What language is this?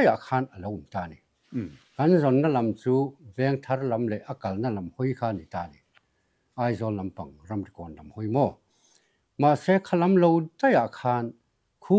Mizo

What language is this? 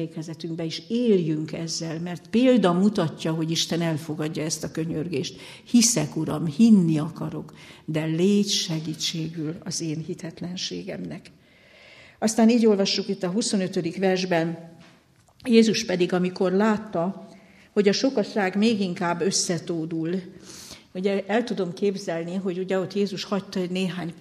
Hungarian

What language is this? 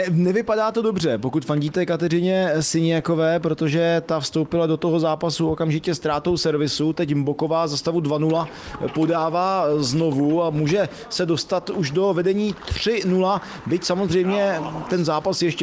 Czech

